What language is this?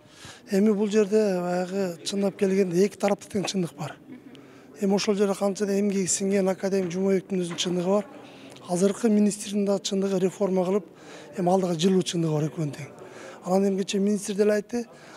Kyrgyz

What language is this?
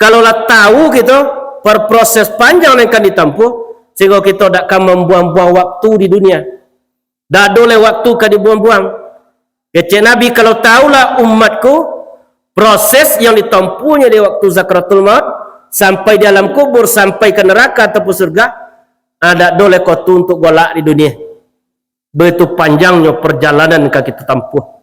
Minangkabau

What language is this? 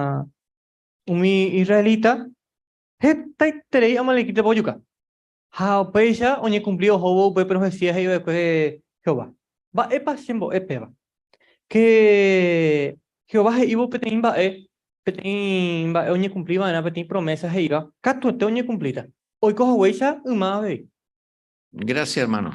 Guarani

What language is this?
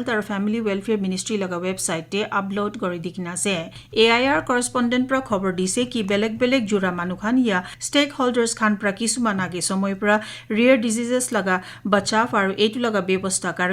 Naga Pidgin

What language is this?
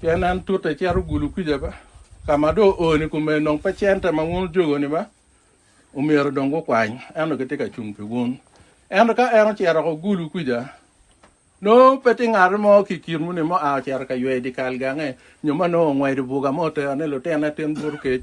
Acoli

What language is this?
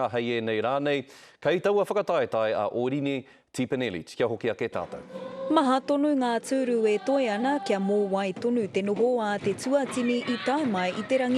Māori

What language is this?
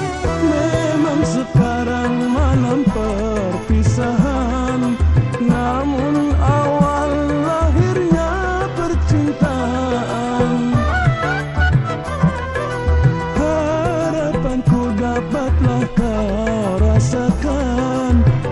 Indonesian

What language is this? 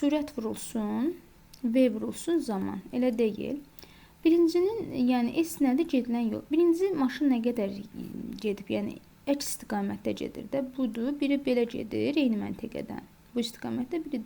Azerbaijani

